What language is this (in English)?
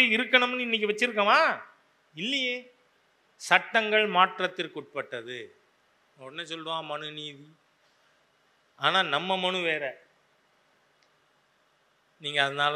Tamil